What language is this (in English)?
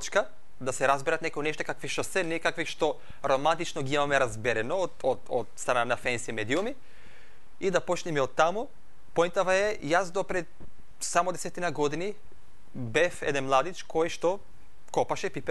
Macedonian